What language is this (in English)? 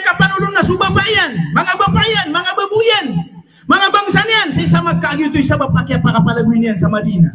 Maranao